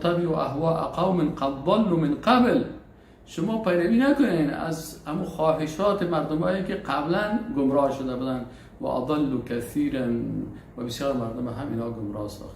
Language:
Persian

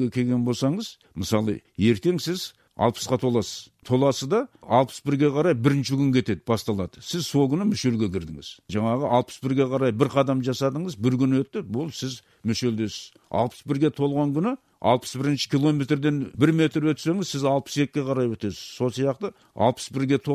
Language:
Kazakh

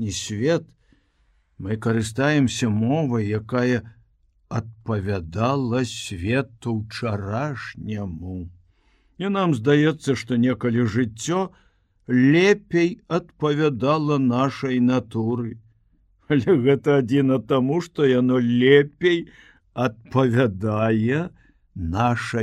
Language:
Belarusian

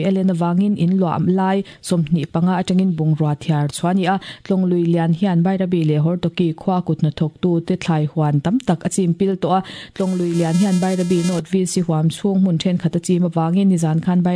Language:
Mizo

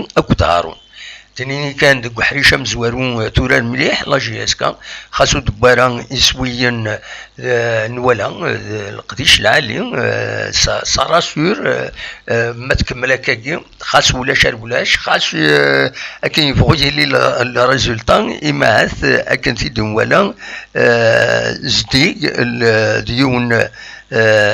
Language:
Kabyle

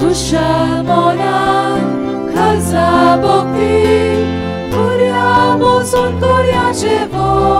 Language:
Konkani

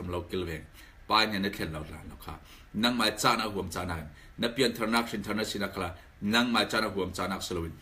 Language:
Falam Chin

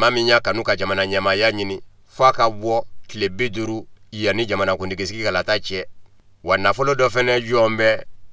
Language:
Bambara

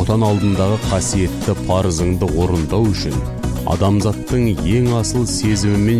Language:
Kazakh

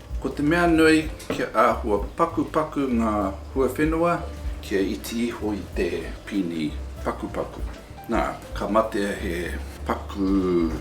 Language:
Māori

